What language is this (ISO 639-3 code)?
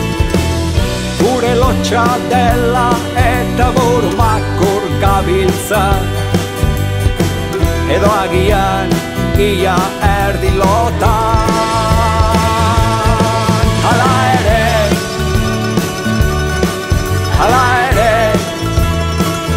eus